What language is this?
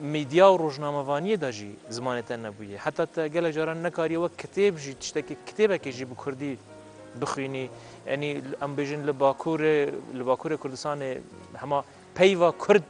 Kurdish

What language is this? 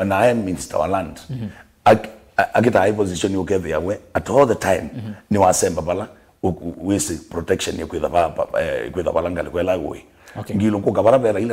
Kamba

